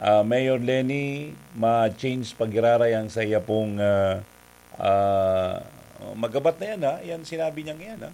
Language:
Bikol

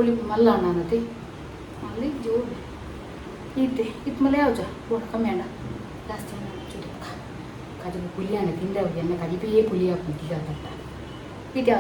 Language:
Tulu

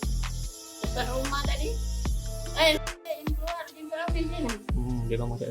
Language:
Musi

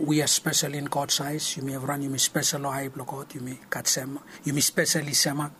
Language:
Bislama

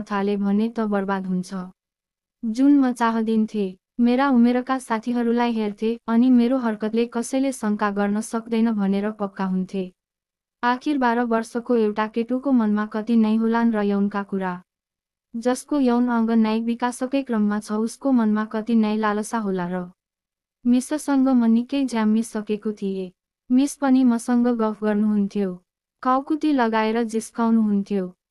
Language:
Nepali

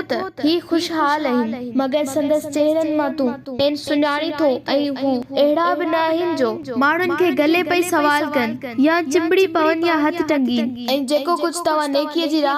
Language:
Sindhi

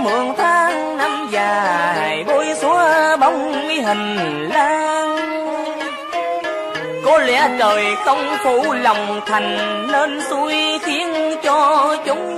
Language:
Vietnamese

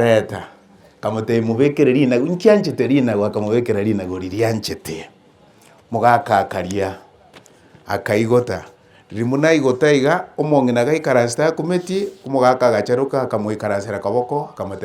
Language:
Gusii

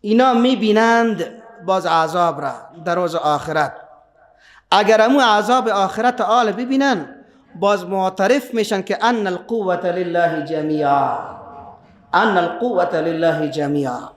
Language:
Persian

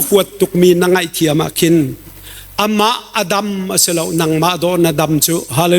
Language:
Hakha Chin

